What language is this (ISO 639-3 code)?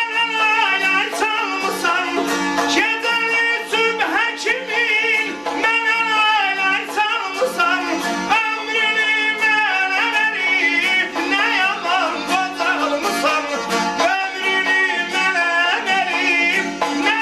azb